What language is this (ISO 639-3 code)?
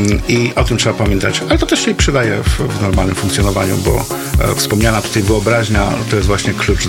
pol